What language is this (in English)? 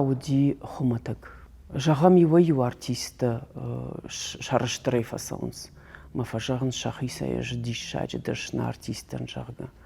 Ossetic